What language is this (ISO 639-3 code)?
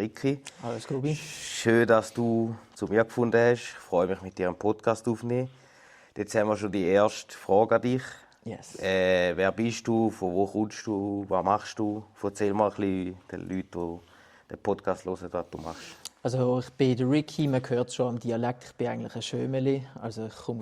gsw